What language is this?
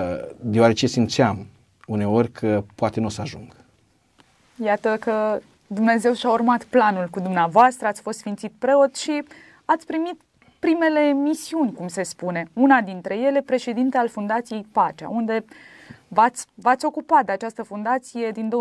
Romanian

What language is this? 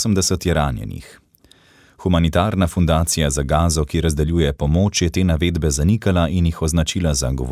Slovenian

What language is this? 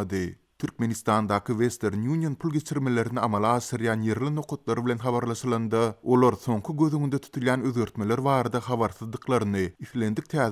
Turkmen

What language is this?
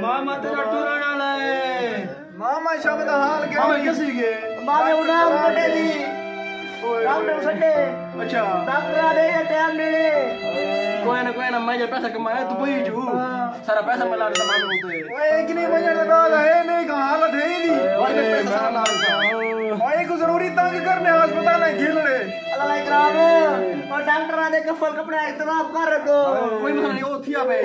Saraiki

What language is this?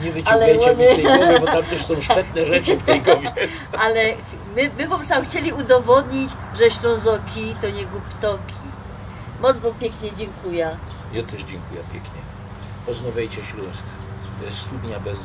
Silesian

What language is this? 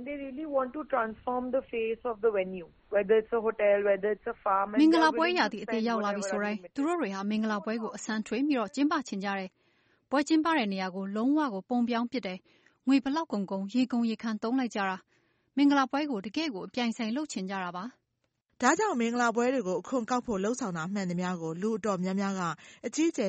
Burmese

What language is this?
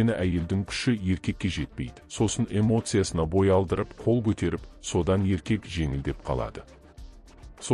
Kazakh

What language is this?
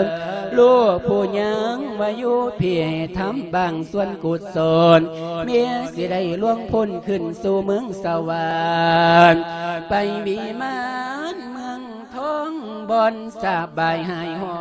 Lao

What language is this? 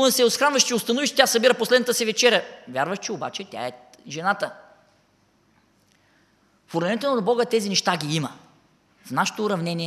Bulgarian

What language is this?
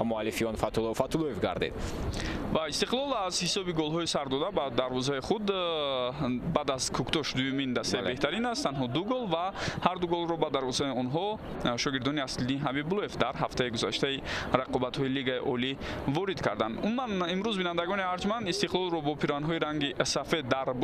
Tajik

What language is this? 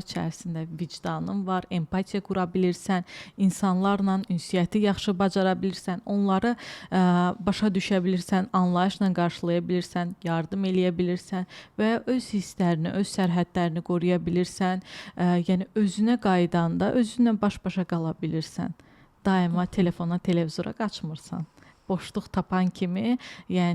Azerbaijani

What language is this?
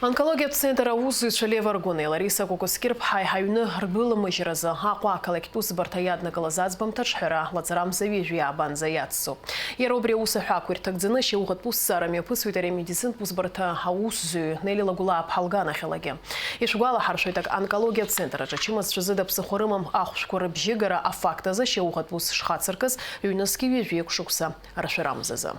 Abkhazian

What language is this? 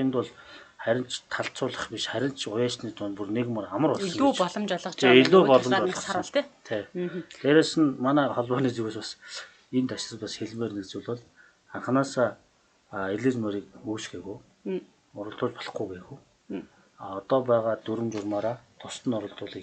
Mongolian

